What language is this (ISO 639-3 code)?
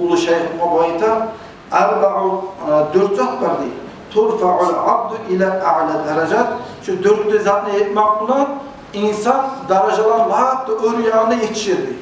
kum